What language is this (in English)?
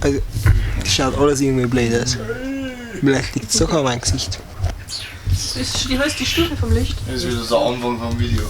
Bavarian